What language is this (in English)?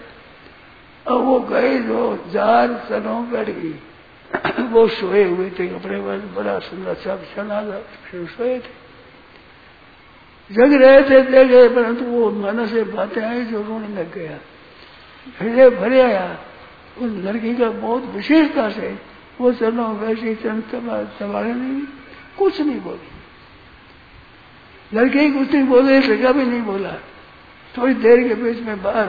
Hindi